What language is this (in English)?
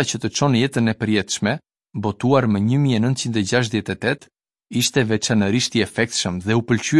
Albanian